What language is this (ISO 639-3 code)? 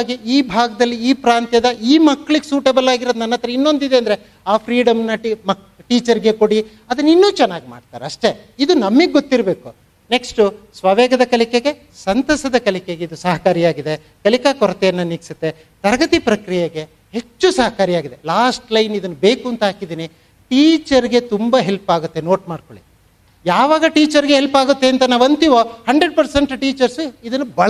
kan